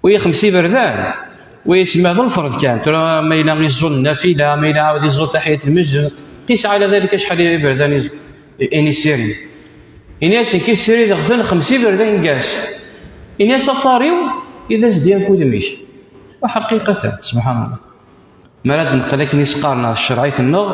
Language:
Kabyle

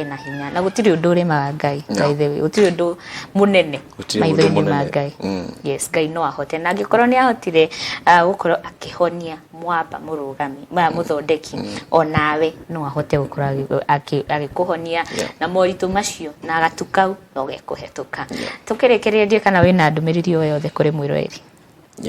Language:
Kikuyu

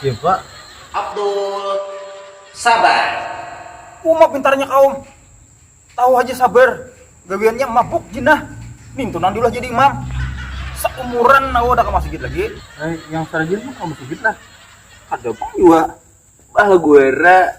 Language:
Banjar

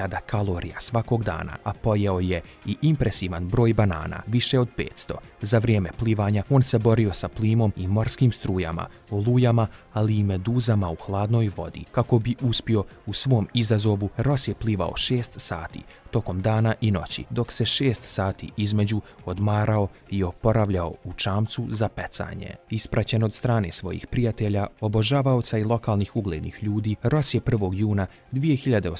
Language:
Bosnian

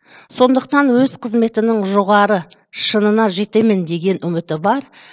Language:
Kazakh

